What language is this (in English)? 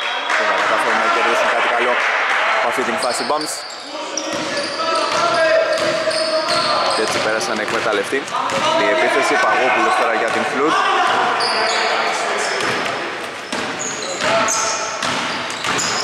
Greek